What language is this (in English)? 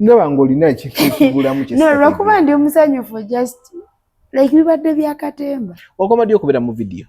Ganda